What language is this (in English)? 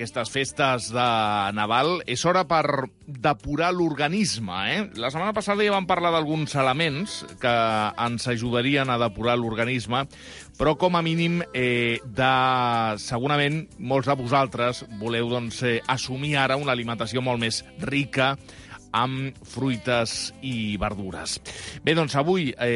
Catalan